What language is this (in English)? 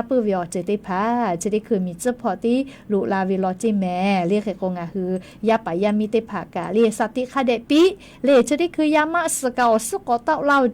Lahu